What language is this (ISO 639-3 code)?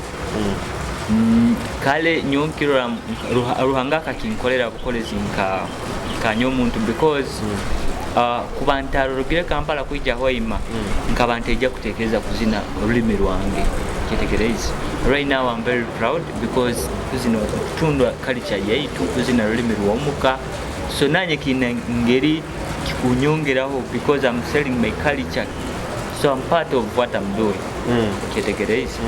nyo